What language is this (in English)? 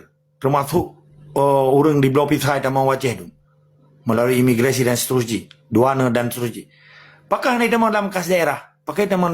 Achinese